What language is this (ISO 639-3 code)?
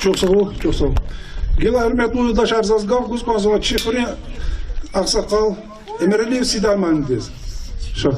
lez